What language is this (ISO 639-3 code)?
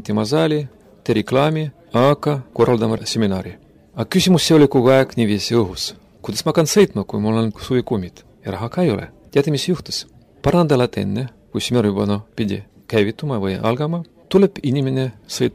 est